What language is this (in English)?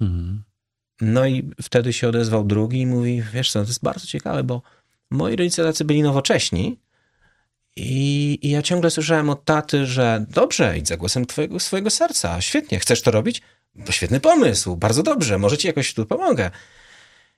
Polish